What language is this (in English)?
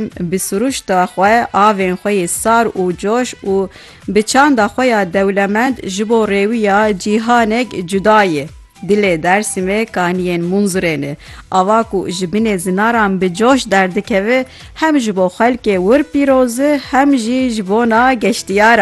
Kurdish